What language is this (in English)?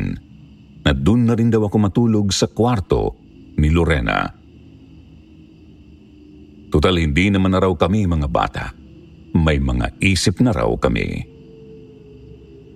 Filipino